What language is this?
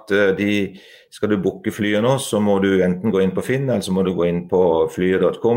Norwegian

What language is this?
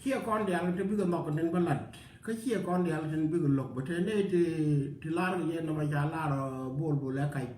Nuer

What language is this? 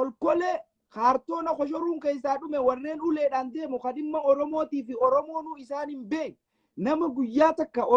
Oromo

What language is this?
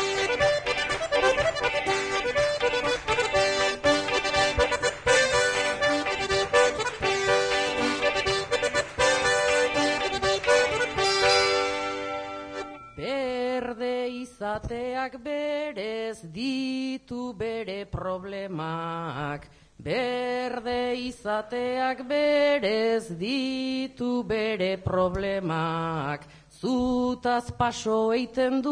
Basque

